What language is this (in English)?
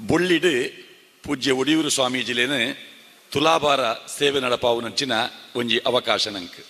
Tulu